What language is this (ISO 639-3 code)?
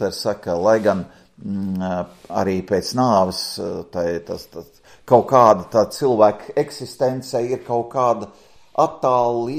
lav